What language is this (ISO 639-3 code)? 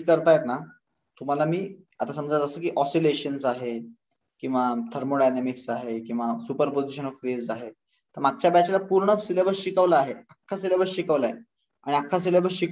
mar